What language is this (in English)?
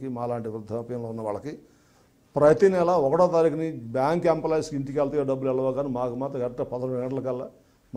Telugu